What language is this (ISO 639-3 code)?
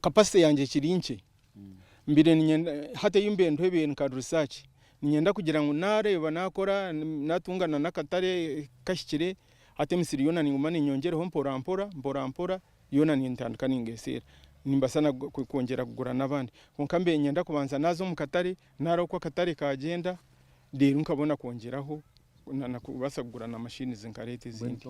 nyn